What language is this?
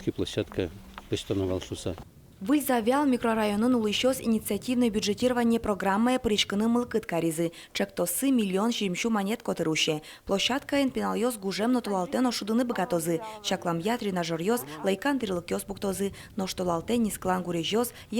Udmurt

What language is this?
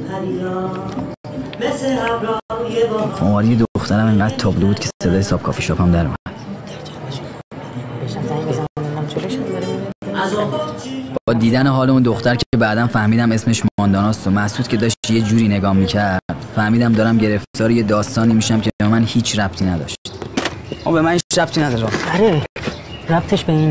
Persian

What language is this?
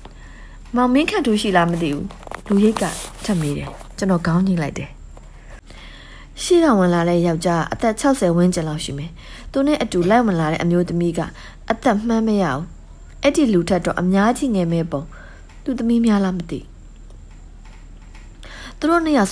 Burmese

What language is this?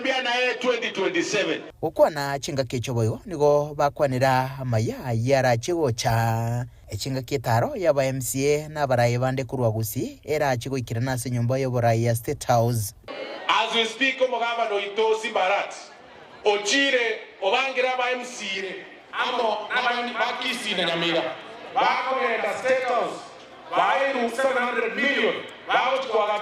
Gusii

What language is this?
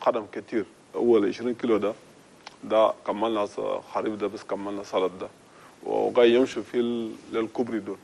Chadian Arabic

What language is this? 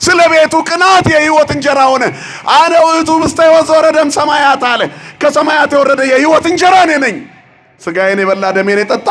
Amharic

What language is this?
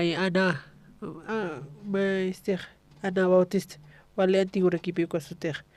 Aymara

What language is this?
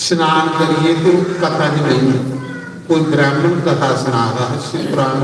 Dogri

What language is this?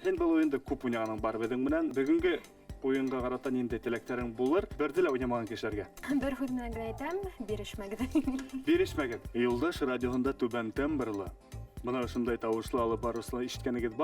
Bashkir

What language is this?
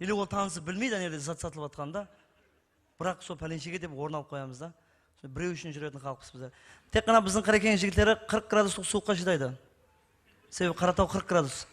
Kara-Kalpak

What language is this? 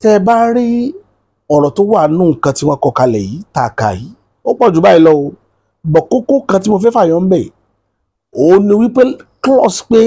Yoruba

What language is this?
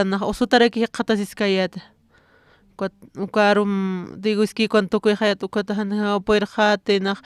Aymara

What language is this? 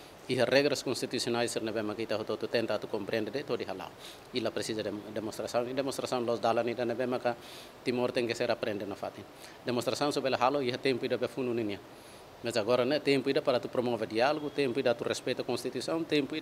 Tetum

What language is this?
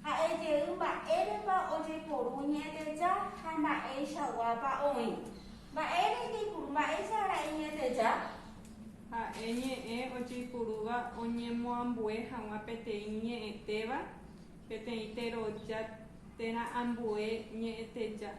Guarani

